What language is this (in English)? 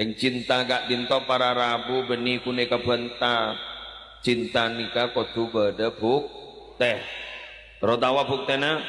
Madurese